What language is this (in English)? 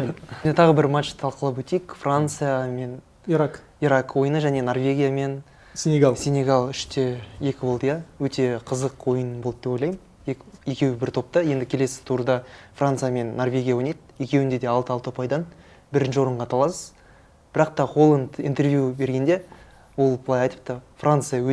Kazakh